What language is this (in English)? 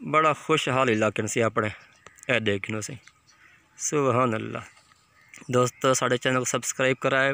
Saraiki